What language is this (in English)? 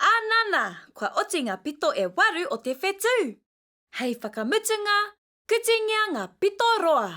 Māori